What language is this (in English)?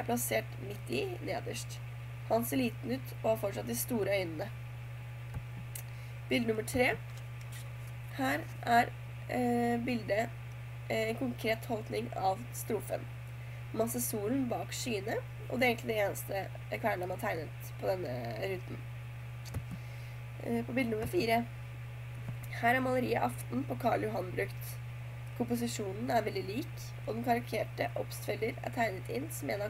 Norwegian